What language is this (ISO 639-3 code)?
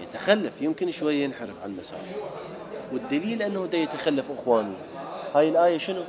acm